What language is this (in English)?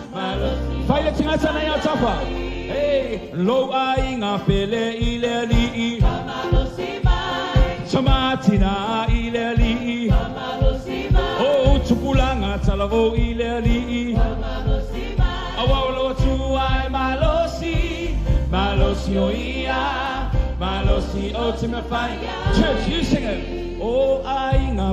Samoan